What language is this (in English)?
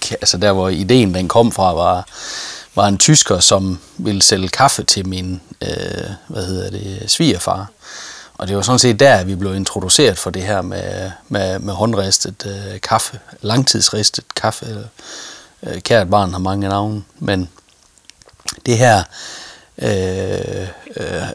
Danish